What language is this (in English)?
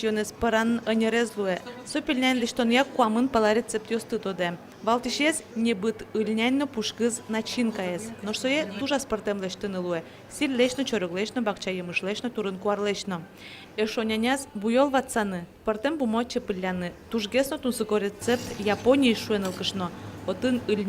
Udmurt